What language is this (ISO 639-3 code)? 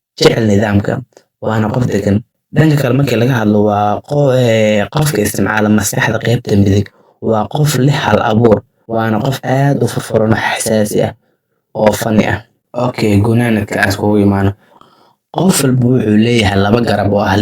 som